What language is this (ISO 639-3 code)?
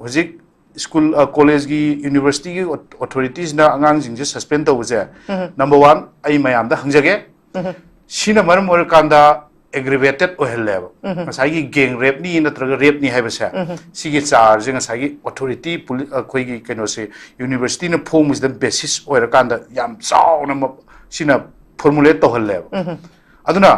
mni